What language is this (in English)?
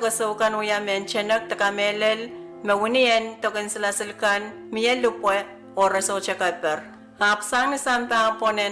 Pohnpeian